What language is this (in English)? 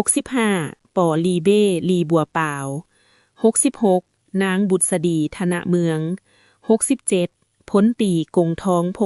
Lao